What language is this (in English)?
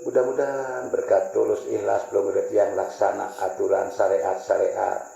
Sasak